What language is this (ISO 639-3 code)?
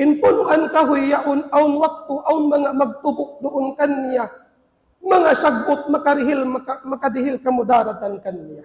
tsg